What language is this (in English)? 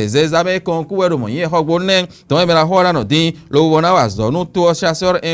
Fon